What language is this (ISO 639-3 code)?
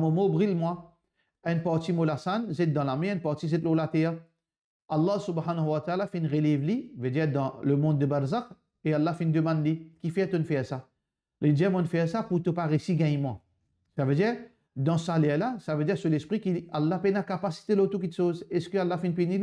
mfe